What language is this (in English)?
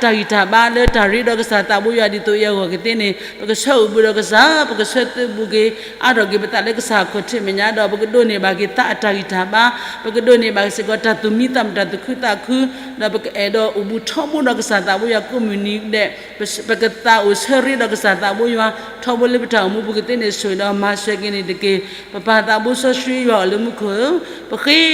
S'gaw Karen